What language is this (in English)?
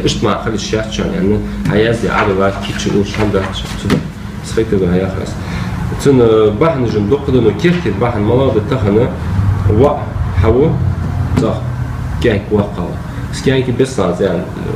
Ingush